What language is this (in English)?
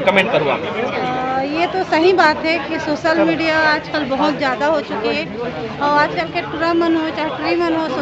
Chhattisgarhi